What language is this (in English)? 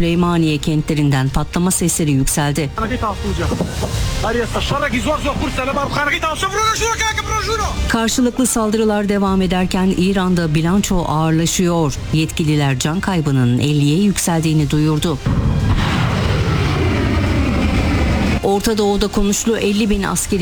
Turkish